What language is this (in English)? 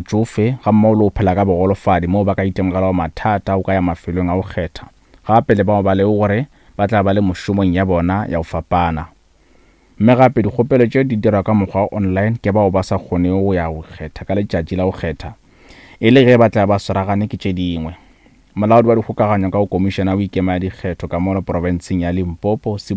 Northern Sotho